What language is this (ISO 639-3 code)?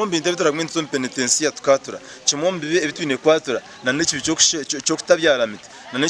nyn